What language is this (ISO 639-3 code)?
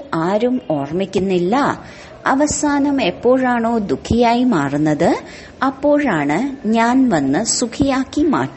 mal